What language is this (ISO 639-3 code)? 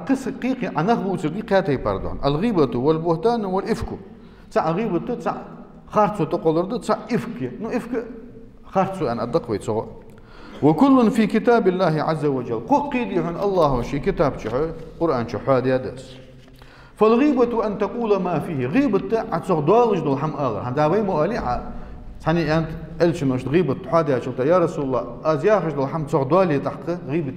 inh